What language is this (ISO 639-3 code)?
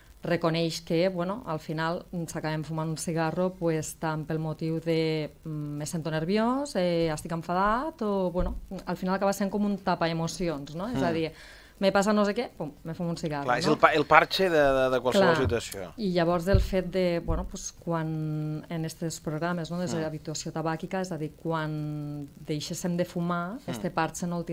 cat